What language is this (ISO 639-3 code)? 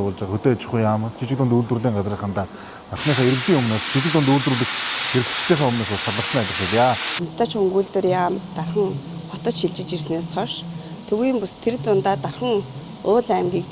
mon